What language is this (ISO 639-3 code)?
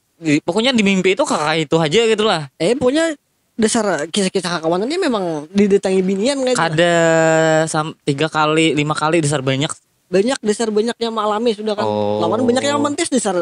bjn